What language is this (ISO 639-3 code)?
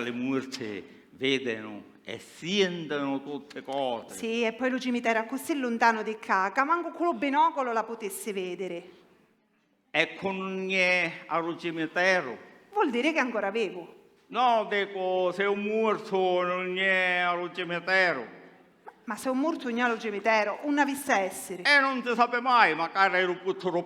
scn